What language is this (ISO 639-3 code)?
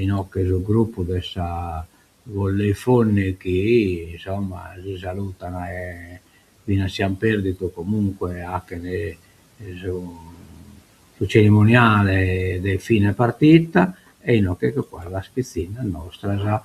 srd